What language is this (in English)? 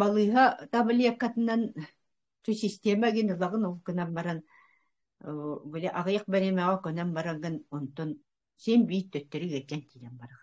Yakut